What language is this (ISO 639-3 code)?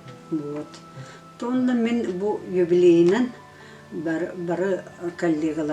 sah